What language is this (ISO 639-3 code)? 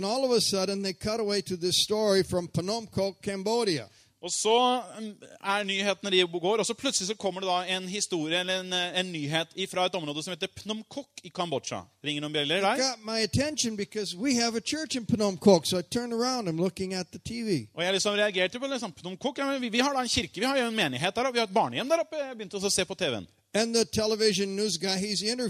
nor